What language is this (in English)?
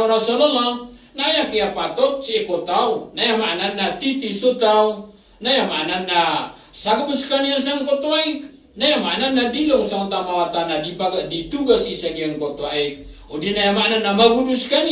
Maranao